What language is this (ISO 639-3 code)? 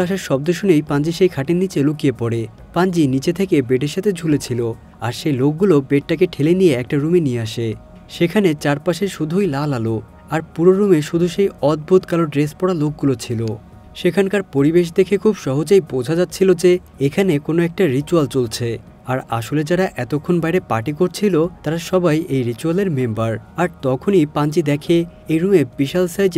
ben